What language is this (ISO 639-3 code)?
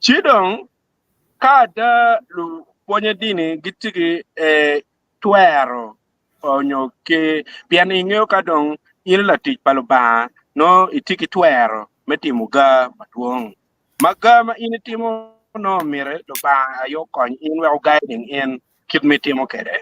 ach